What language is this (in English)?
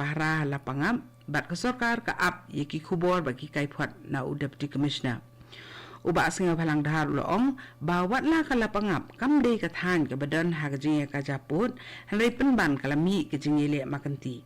Khasi